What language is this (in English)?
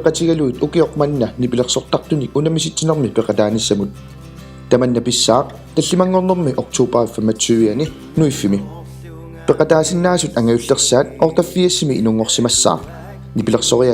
Kalaallisut